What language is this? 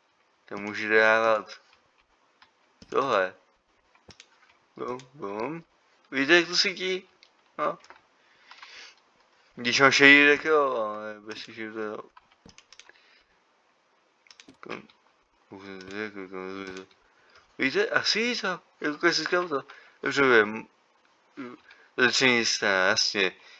Czech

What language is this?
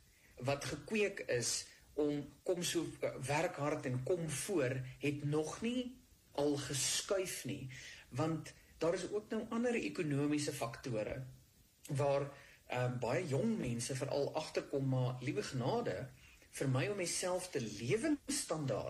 Afrikaans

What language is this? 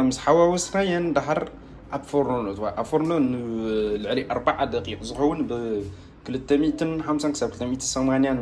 Tigrinya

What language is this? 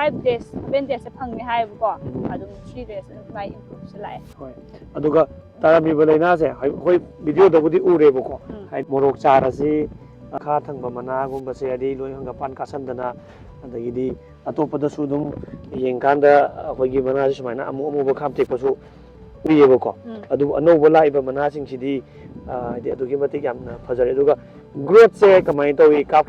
Manipuri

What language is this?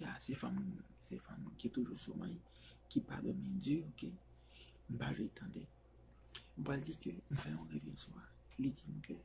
Haitian Creole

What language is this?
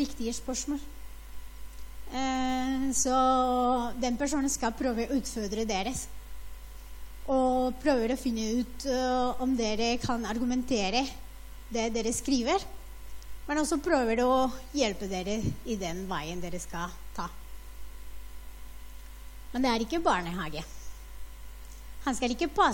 Norwegian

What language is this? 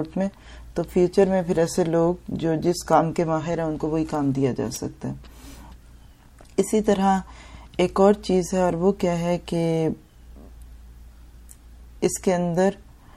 Urdu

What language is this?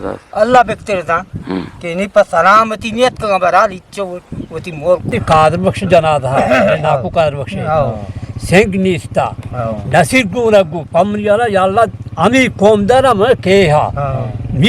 Eastern Balochi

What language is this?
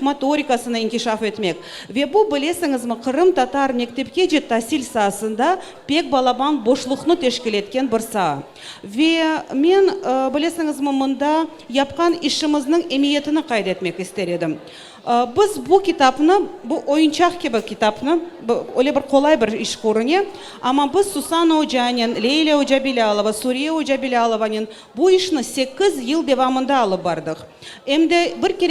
Crimean Tatar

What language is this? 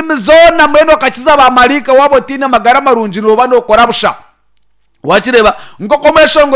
Nyankole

